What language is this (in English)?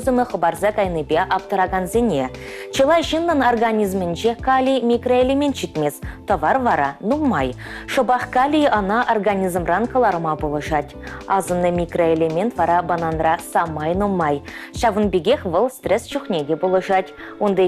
Chuvash